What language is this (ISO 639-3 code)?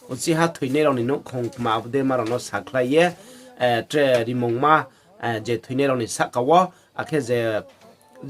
ria